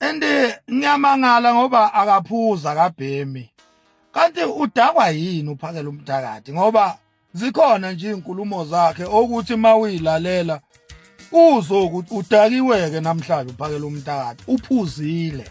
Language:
Zulu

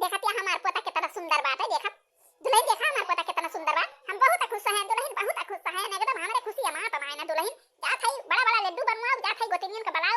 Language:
Awadhi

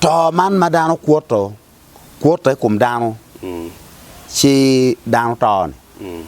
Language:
Acoli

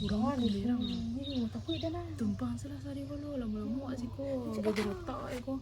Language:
Minangkabau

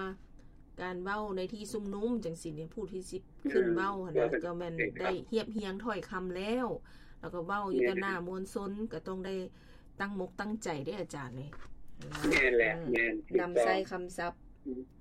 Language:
Lao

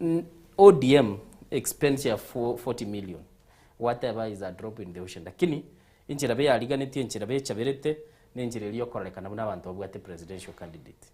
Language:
Gusii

